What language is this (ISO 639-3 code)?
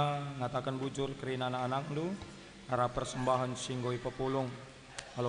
btx